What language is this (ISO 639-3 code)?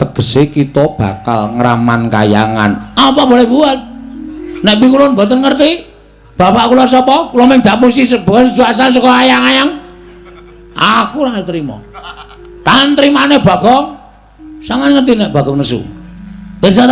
jav